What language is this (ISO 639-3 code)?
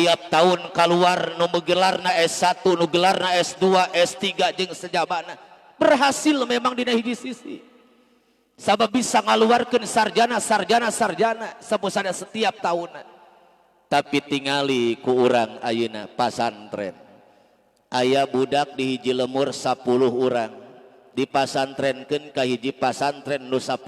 sun